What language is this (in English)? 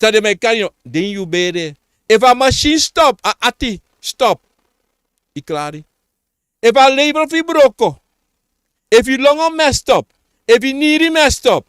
Sranan Tongo